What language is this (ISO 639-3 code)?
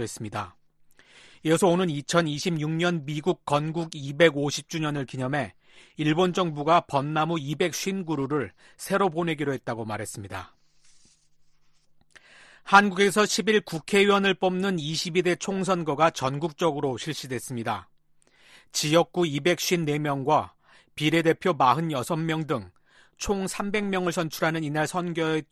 kor